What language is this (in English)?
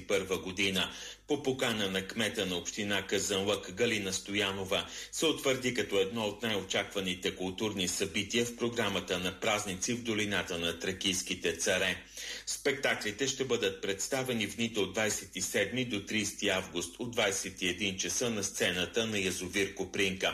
Bulgarian